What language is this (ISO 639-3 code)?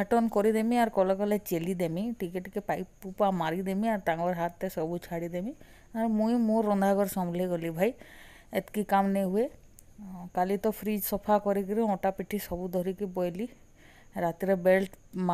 spv